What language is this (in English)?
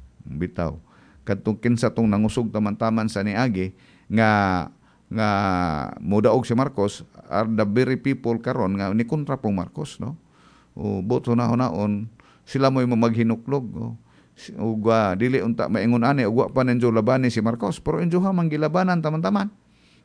Cebuano